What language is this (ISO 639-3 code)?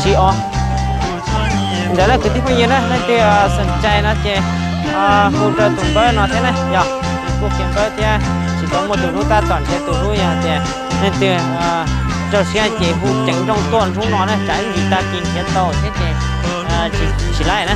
hmn